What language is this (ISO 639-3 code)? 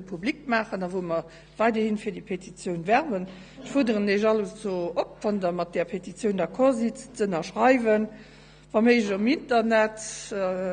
ltz